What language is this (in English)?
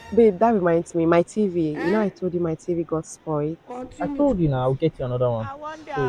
Nigerian Pidgin